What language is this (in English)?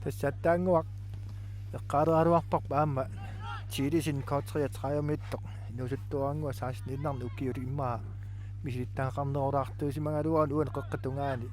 Kalaallisut